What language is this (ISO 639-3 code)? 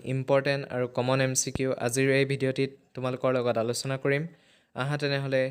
asm